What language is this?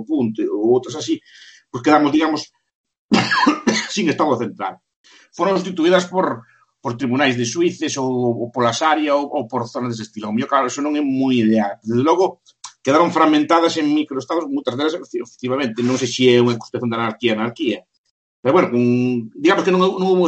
Galician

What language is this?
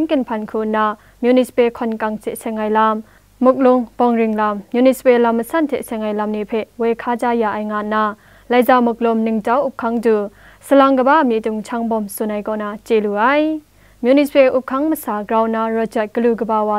Kachin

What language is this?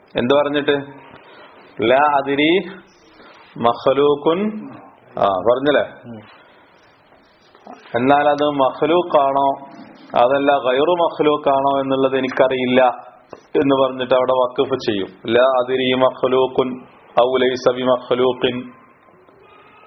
Malayalam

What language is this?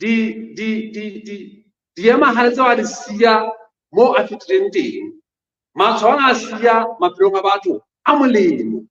Southern Sotho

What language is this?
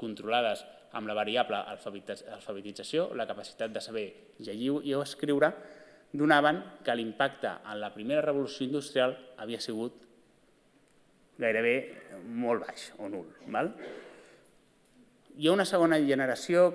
Catalan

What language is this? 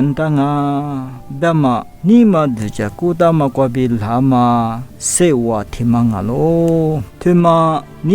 Lisu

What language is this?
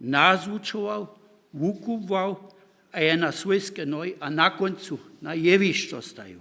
Upper Sorbian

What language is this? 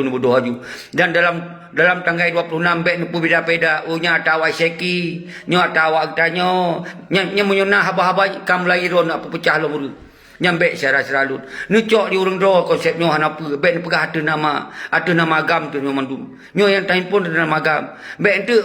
Achinese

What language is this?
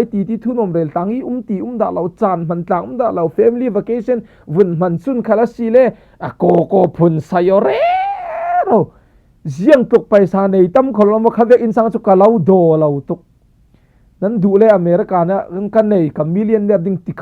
Falam Chin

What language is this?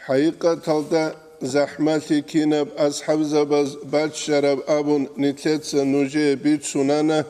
Avaric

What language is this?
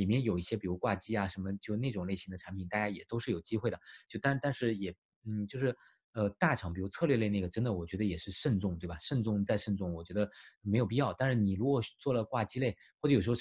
Chinese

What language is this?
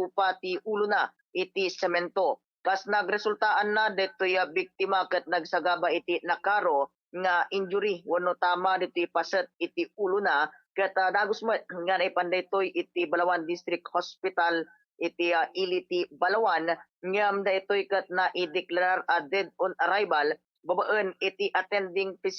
Iloko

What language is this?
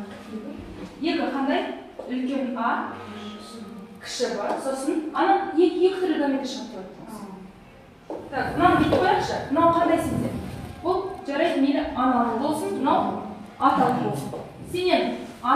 Kazakh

